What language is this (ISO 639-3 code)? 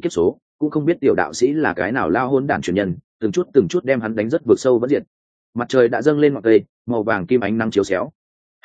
vie